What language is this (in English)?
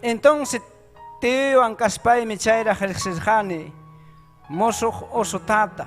Ayacucho Quechua